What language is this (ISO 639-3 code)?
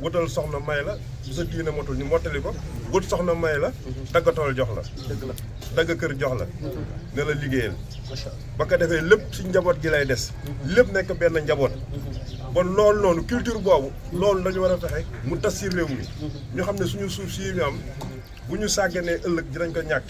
wol